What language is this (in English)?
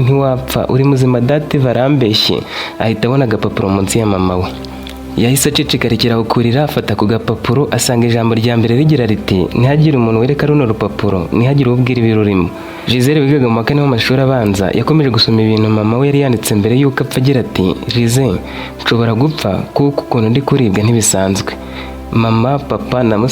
Kinyarwanda